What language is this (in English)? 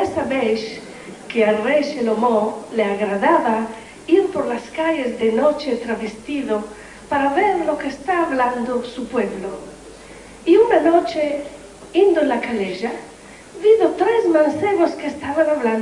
Ladino